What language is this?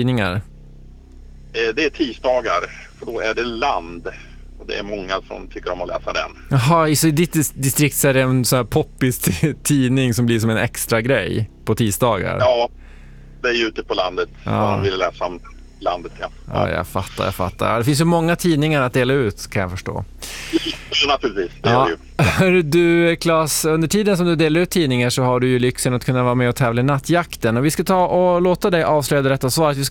Swedish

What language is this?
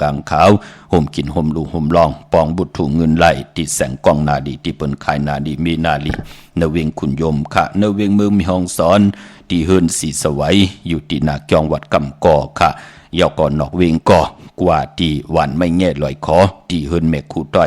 Shan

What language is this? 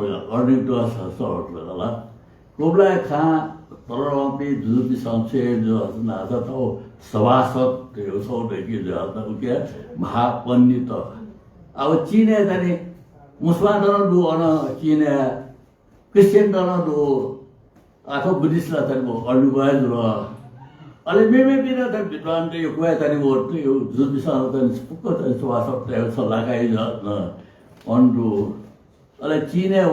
Newari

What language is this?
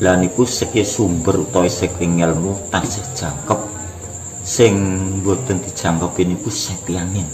Javanese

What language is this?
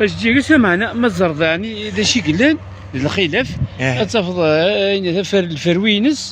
Kabyle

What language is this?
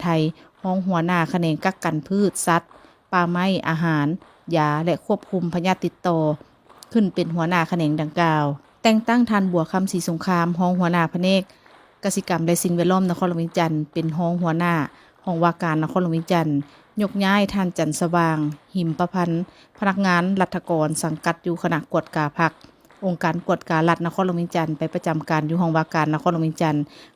Lao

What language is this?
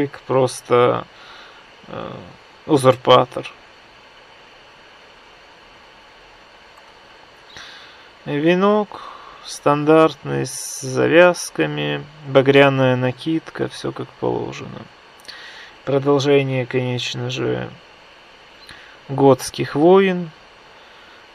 Russian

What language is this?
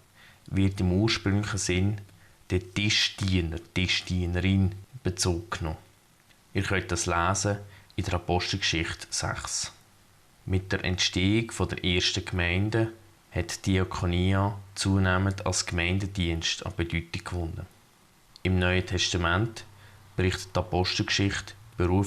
Swiss German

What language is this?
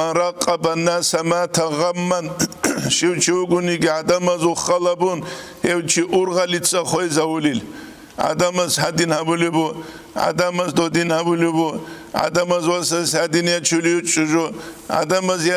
Avaric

